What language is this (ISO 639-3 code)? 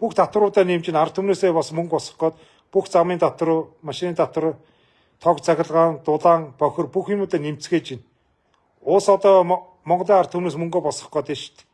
mon